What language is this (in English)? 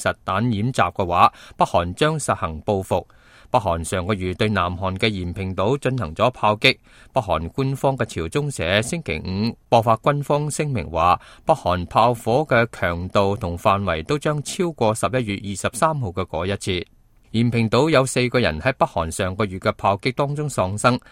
Cantonese